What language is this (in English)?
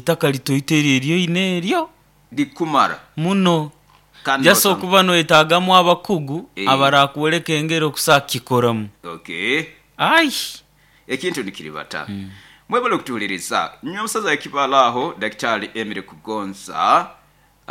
Nyoro